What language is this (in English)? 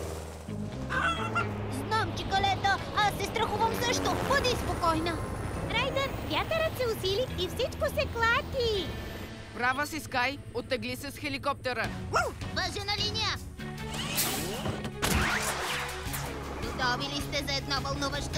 Bulgarian